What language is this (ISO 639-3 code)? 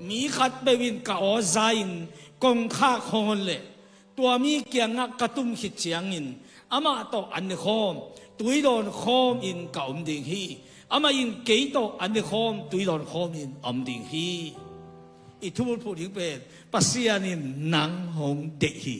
ctd